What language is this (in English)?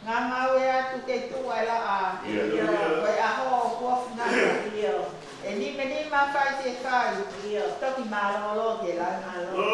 Tongan